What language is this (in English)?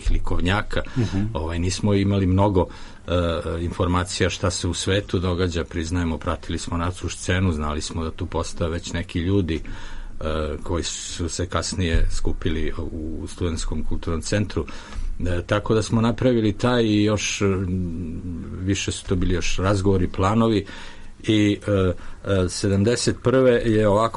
Serbian